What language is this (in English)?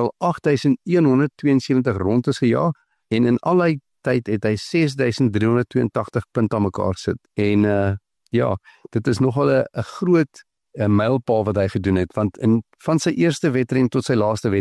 Afrikaans